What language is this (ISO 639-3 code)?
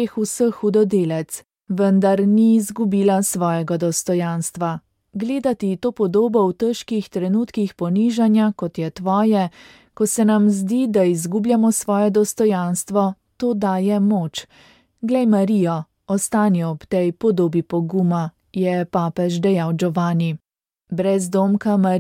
slv